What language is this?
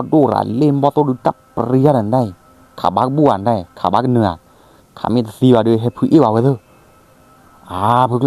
S'gaw Karen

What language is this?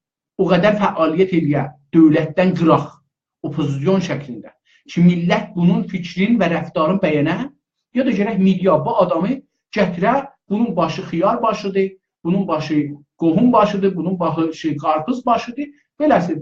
South Azerbaijani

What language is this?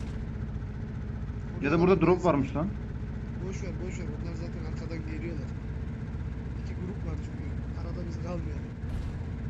Turkish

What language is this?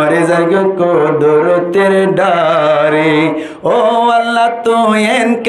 Rohingya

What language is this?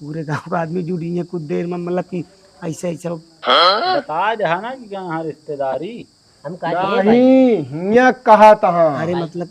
Awadhi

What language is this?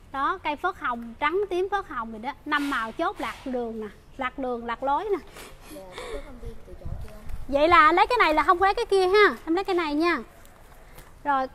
Vietnamese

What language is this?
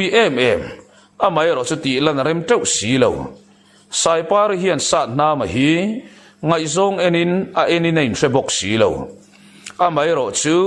Mizo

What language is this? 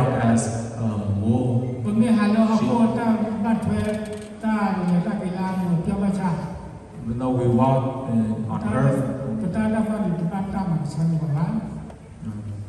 S'gaw Karen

